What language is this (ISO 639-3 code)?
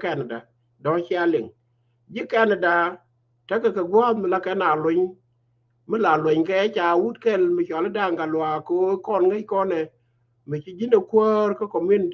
nus